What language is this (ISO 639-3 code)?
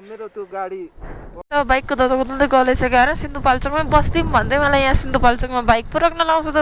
nep